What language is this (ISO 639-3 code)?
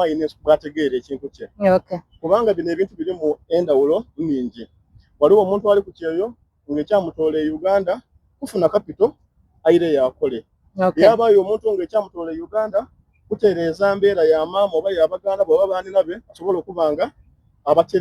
xog